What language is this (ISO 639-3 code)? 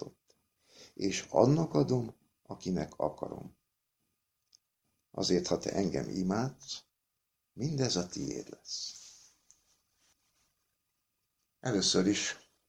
hun